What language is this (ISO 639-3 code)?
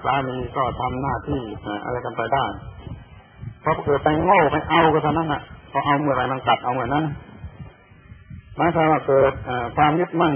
tha